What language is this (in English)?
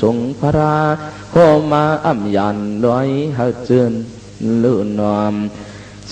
Shan